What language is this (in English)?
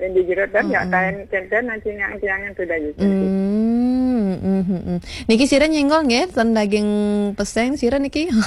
Balinese